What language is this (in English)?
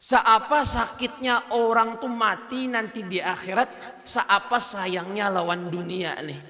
Banjar